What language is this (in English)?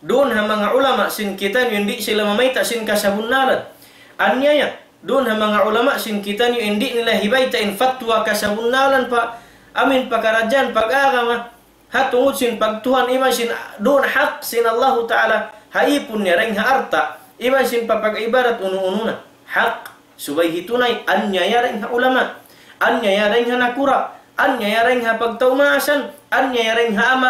Tausug